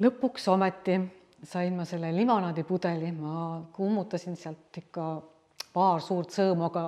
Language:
Estonian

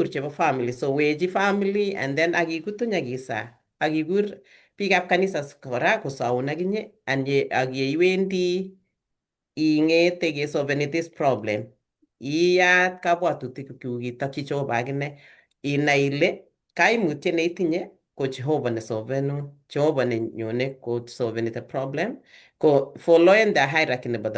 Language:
Kalenjin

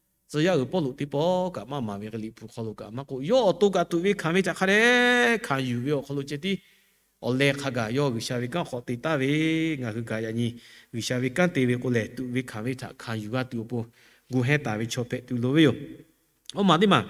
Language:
Lahu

